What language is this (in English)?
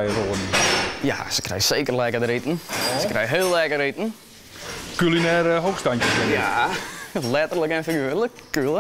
Western Frisian